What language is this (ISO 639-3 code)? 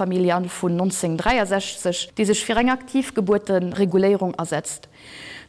ltz